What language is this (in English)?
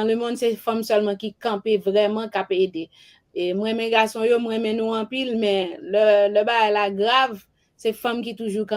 Haitian Creole